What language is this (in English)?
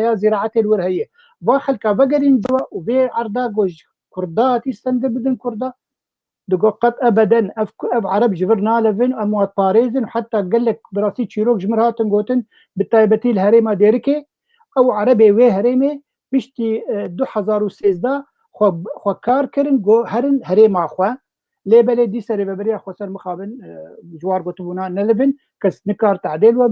Kurdish